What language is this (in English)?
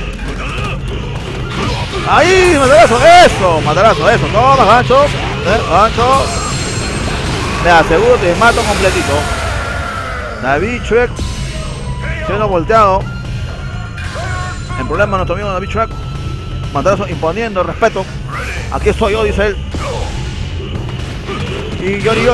Spanish